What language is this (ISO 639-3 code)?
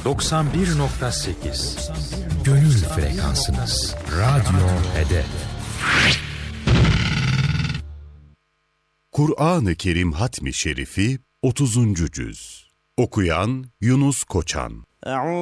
tur